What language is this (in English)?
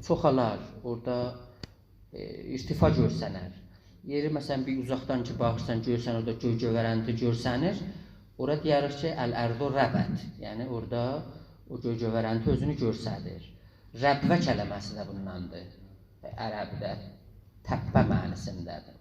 South Azerbaijani